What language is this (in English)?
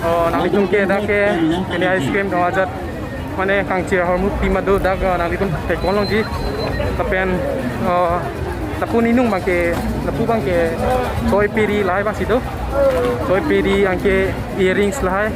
Karbi